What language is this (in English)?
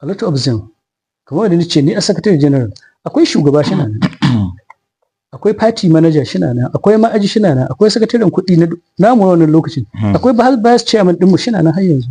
Hausa